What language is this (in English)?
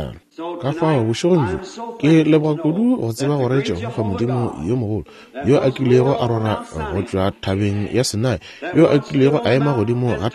Northern Sotho